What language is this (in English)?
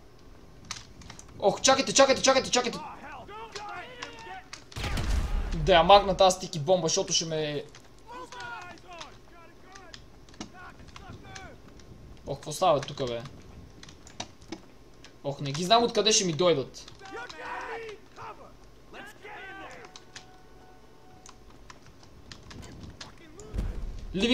Bulgarian